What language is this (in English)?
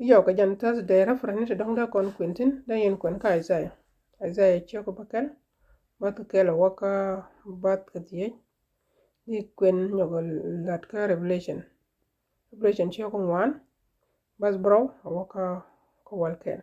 Nuer